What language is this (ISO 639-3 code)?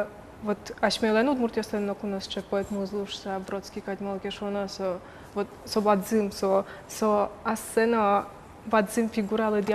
udm